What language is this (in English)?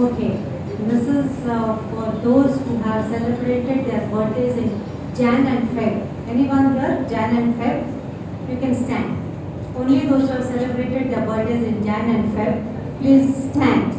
Konkani